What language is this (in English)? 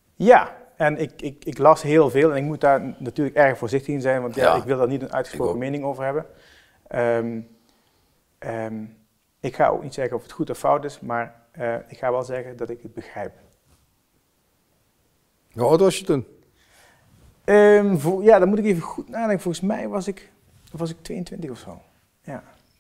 Dutch